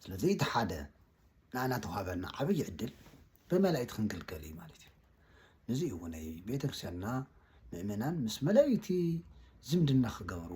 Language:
Tigrinya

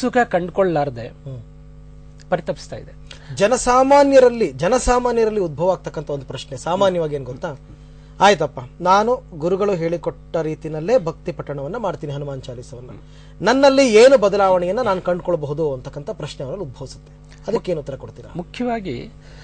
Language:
Kannada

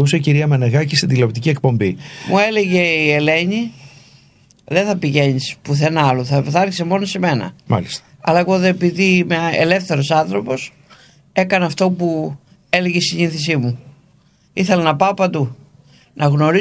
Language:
Greek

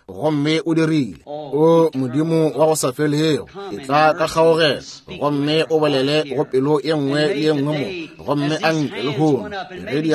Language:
Northern Sotho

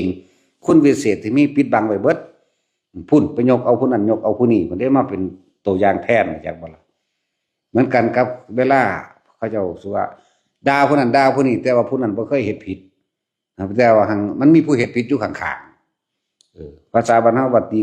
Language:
Lao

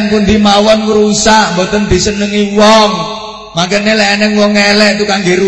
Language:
Javanese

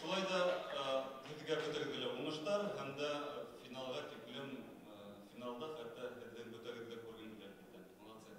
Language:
Bashkir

